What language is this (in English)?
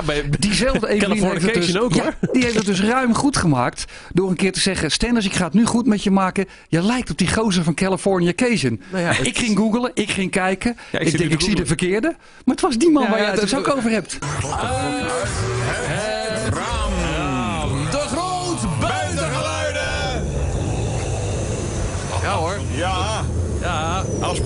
Dutch